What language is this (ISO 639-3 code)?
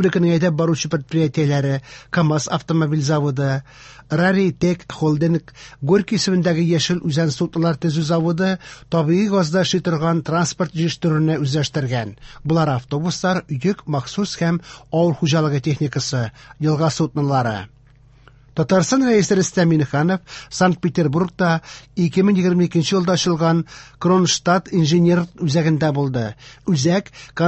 tat